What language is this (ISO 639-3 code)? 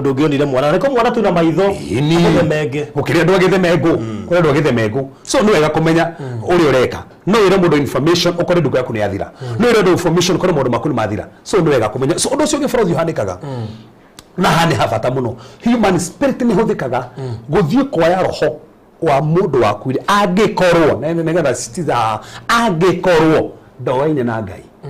kik